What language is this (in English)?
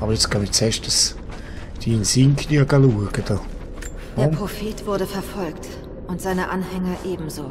Swiss German